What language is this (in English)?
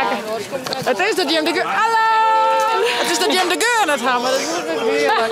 Western Frisian